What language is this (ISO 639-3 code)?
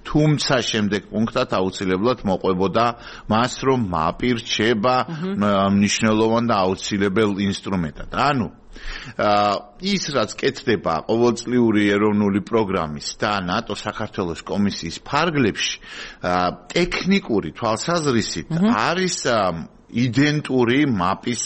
kat